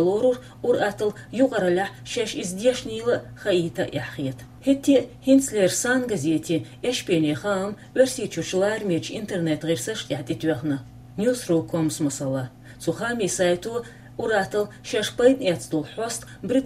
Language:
Chechen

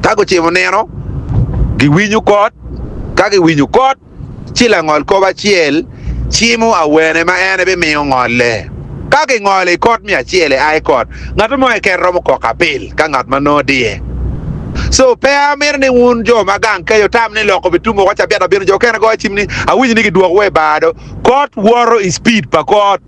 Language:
Acoli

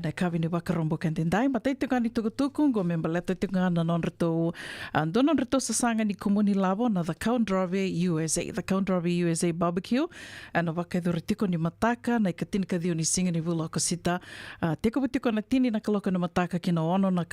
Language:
Fijian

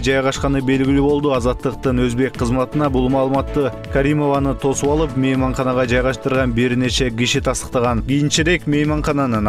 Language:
Kyrgyz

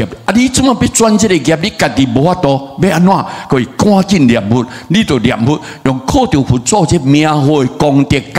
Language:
Min Nan Chinese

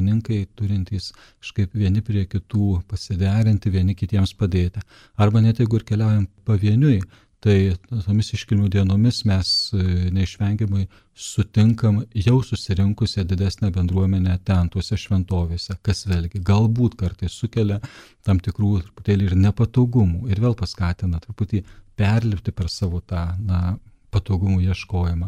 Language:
Lithuanian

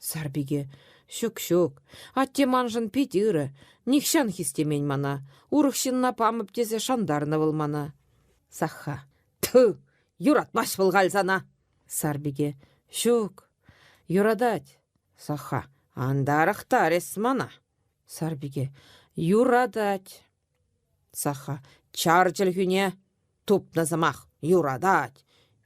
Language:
Chuvash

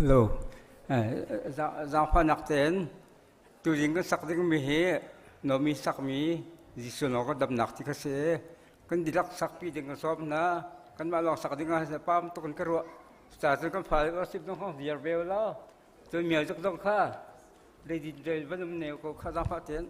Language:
Hakha Chin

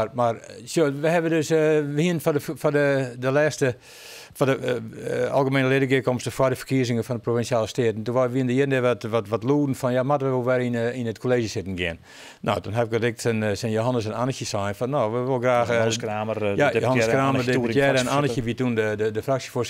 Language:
Western Frisian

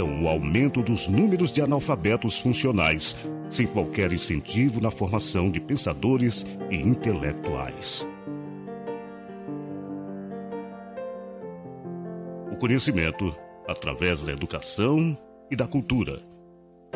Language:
Portuguese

